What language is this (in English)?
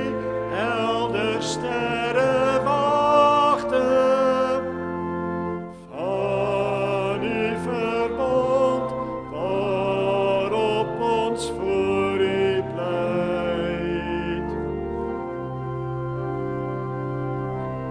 Afrikaans